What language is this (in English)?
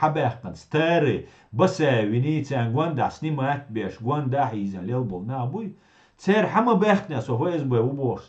Chechen